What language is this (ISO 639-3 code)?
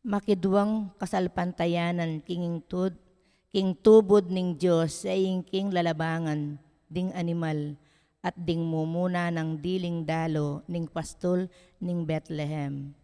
pam